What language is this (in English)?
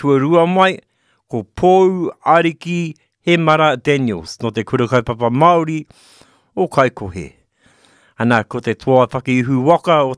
Māori